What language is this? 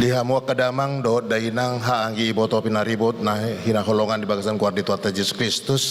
Batak Toba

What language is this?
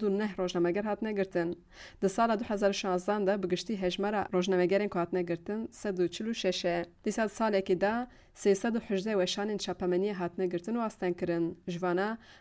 Kurdish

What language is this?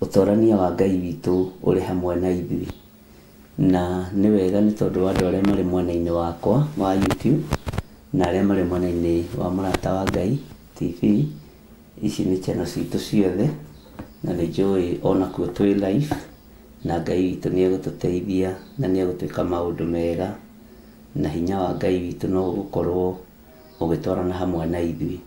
Kikuyu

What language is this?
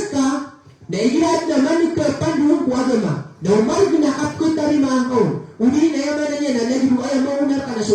Maranao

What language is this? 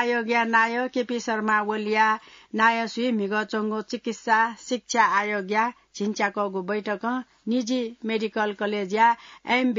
Newari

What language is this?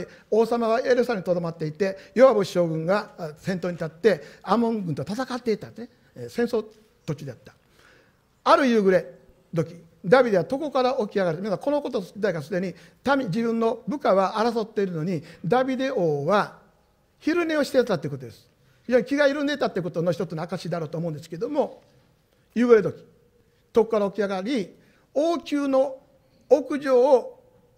Japanese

